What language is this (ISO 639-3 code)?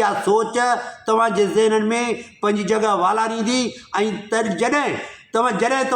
snd